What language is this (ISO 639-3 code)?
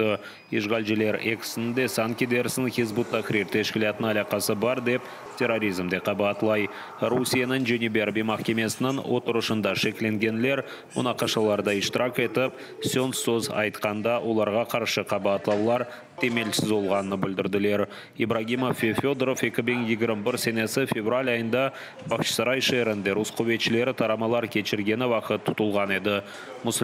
crh